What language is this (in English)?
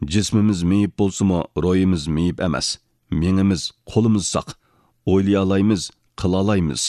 Uyghur